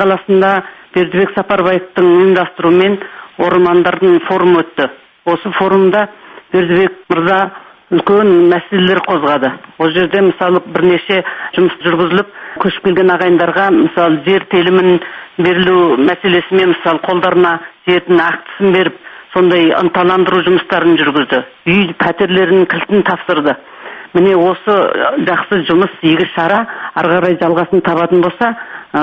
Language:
Kazakh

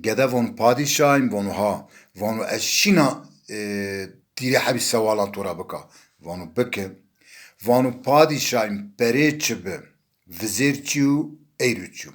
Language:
Zaza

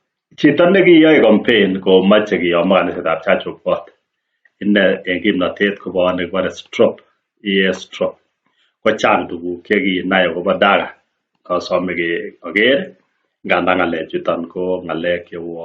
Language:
Kalenjin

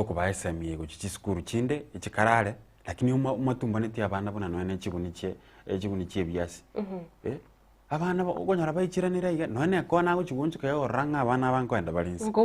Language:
Gusii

